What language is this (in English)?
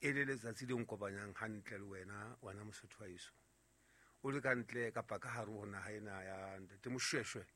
Southern Sotho